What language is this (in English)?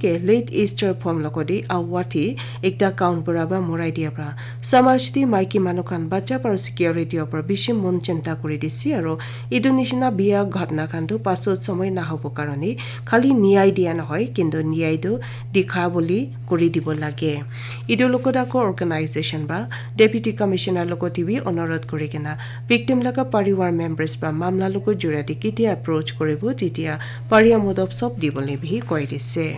Naga Pidgin